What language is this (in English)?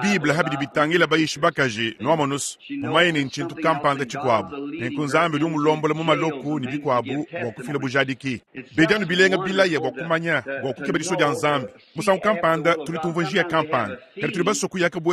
Luba-Lulua